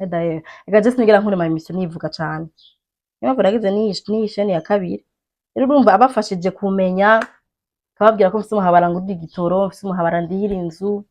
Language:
Rundi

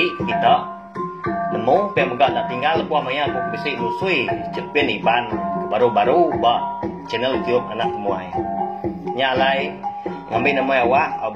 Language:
Iban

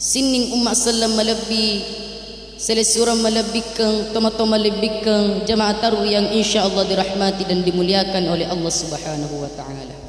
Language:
Buginese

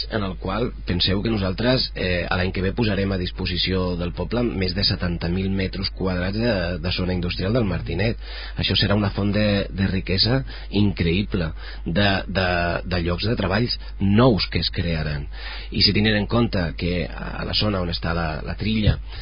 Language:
Catalan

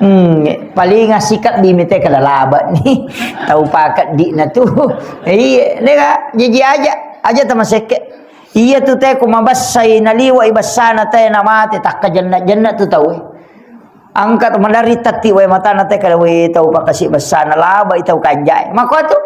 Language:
Buginese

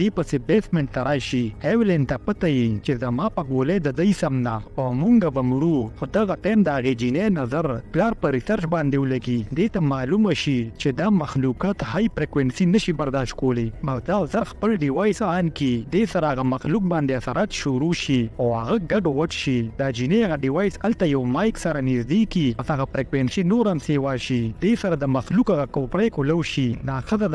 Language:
Pashto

